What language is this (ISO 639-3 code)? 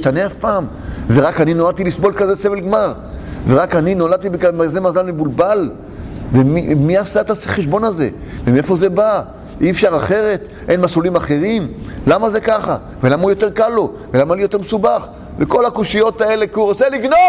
heb